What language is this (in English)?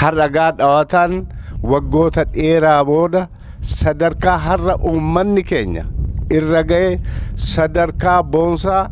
Oromo